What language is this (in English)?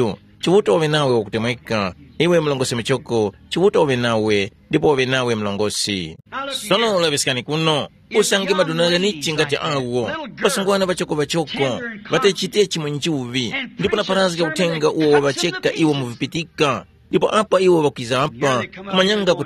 Tumbuka